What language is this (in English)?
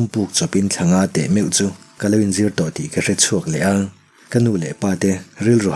Mizo